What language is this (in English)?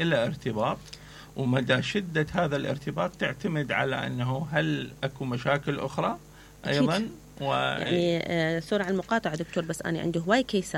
Mesopotamian Arabic